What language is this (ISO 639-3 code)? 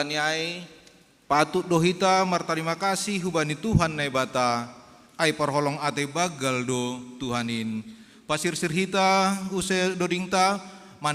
bts